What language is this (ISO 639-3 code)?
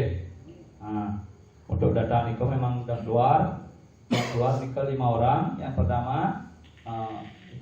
ban